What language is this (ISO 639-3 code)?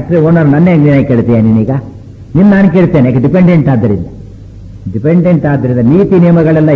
kan